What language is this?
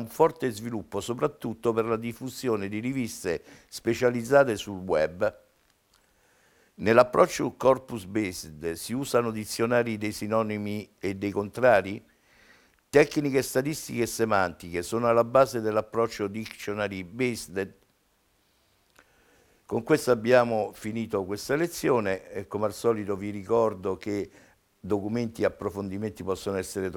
Italian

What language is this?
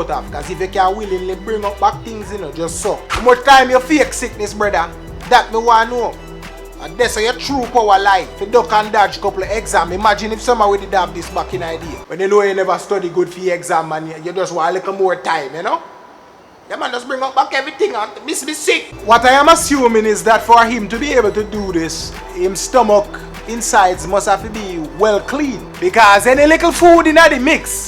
Jamaican Creole English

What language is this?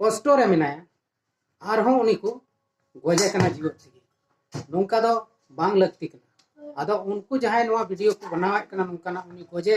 Santali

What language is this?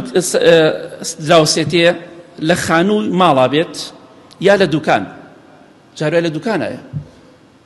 Central Kurdish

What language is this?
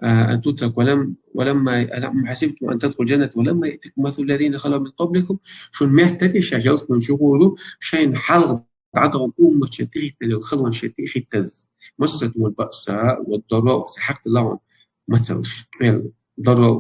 Chechen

